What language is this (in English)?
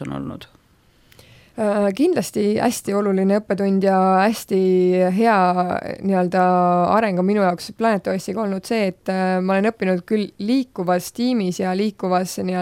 Estonian